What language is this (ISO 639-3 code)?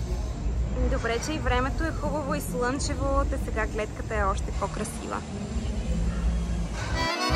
bul